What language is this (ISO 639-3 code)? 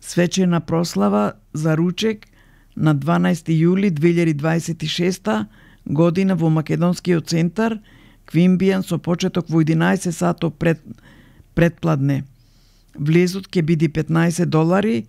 mkd